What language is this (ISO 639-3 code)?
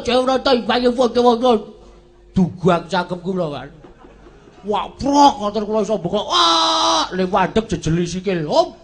jav